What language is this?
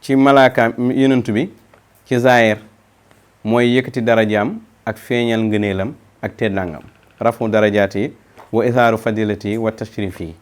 Wolof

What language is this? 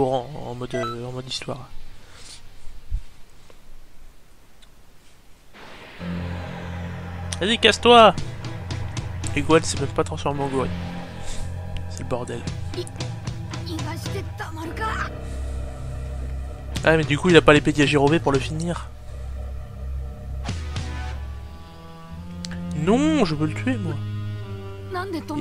French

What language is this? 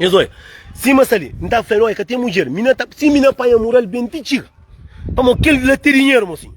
Kabuverdianu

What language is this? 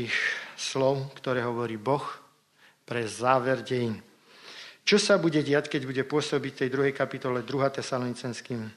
Slovak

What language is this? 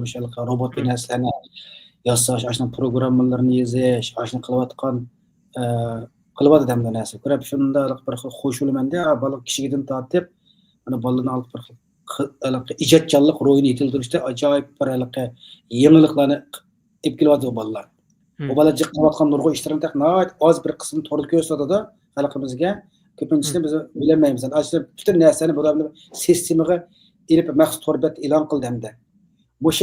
Uyghur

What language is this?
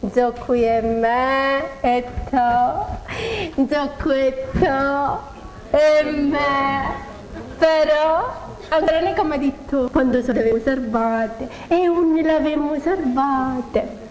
Sicilian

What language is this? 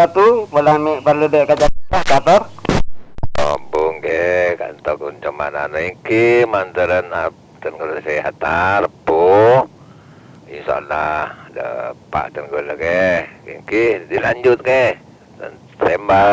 Madurese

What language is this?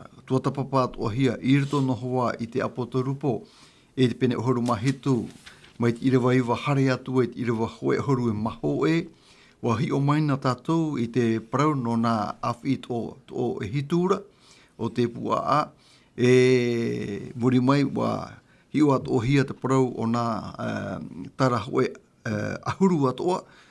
Tahitian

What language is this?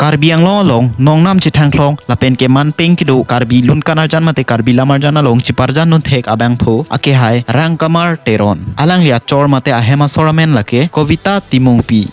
Karbi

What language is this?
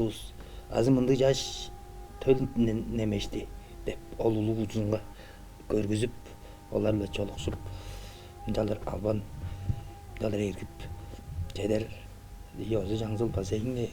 Tuvinian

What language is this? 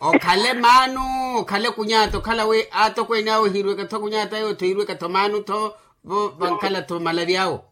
Makhuwa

